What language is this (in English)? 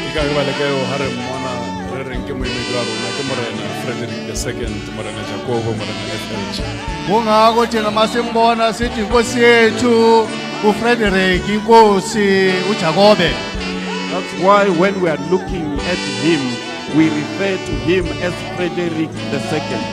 Southern Sotho